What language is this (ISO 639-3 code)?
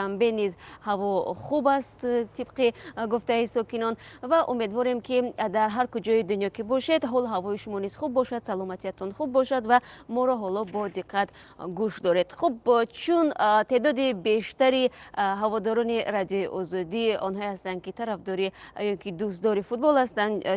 tgk